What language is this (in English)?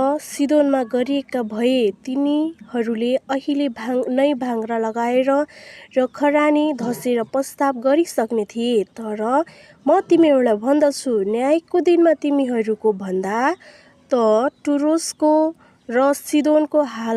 Nepali